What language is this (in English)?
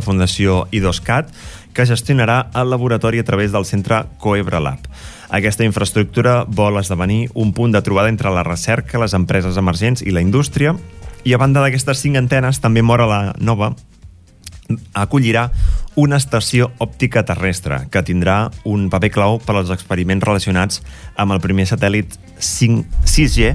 Catalan